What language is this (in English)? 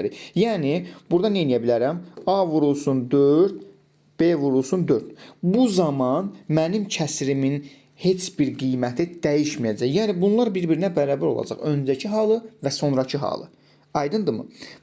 Azerbaijani